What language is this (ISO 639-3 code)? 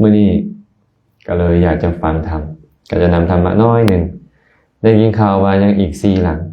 lao